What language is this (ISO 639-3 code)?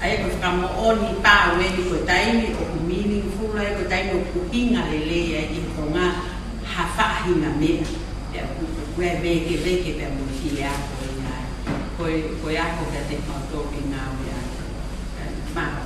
ton